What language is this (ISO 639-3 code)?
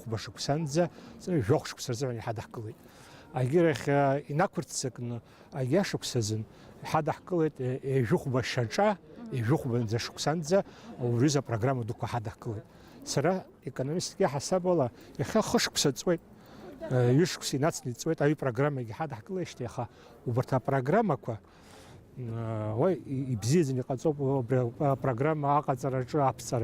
abk